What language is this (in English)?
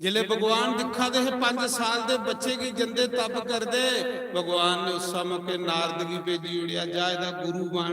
Dogri